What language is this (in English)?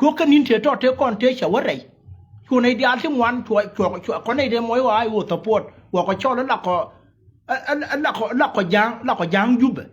Nuer